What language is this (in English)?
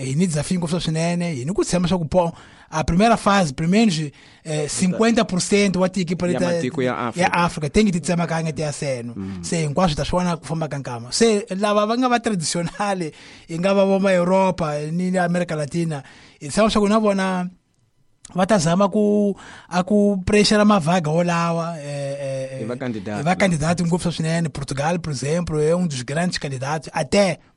Tsonga